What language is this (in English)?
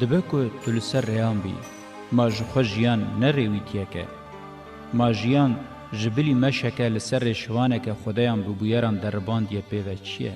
Kurdish